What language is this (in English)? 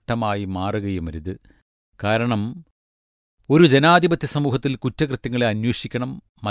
Malayalam